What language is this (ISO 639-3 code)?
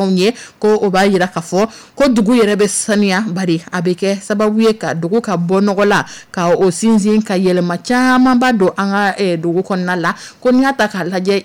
dyu